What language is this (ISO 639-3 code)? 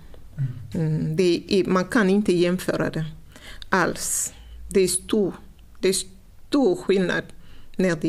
swe